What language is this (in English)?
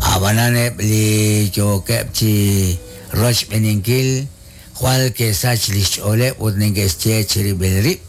Kekchí